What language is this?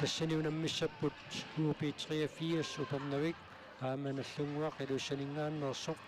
Kalaallisut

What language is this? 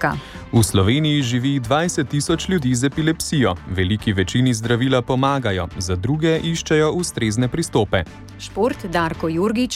Slovenian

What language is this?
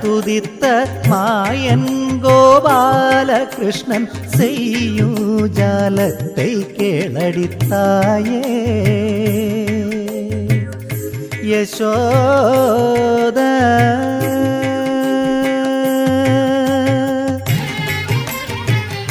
Tamil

